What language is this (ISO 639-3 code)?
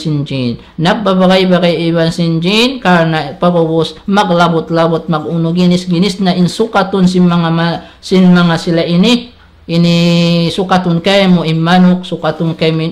tsg